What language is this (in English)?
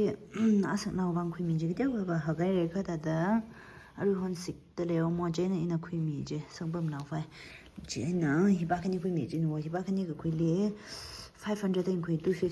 Tangkhul Naga (India)